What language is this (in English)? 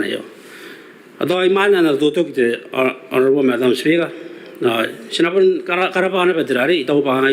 Gilbertese